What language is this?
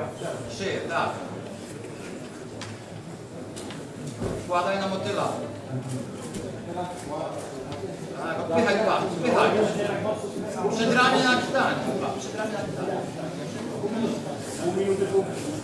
Polish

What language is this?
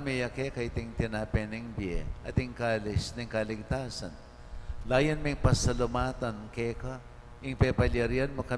Pampanga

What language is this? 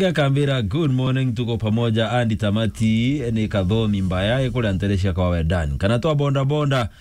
Meru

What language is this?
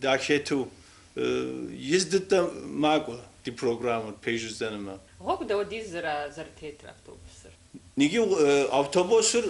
Kabardian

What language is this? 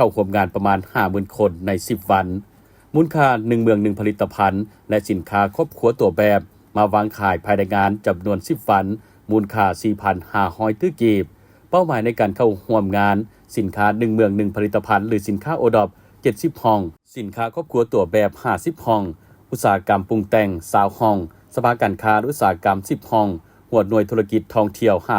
Lao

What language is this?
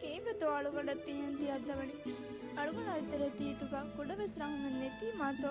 Divehi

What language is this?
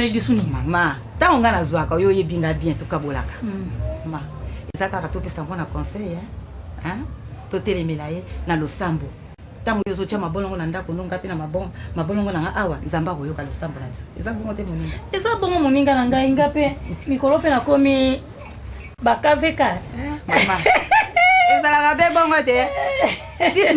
Lingala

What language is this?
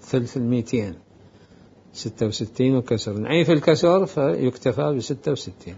Mesopotamian Arabic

